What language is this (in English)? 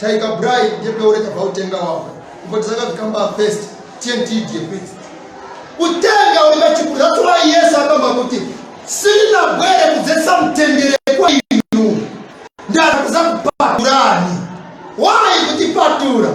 Nyanja